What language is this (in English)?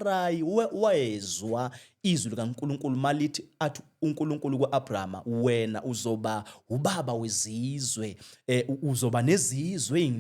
Zulu